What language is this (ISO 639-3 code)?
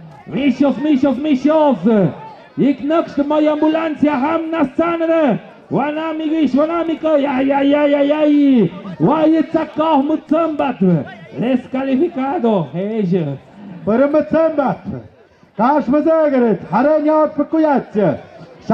mxp